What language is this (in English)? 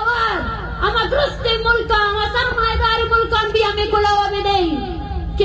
Baluchi